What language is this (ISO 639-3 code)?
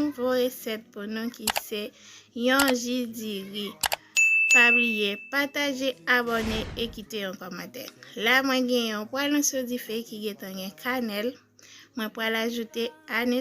hat